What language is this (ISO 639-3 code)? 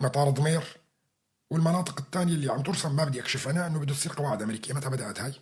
apc